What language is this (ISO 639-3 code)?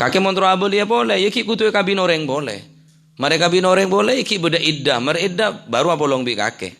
mad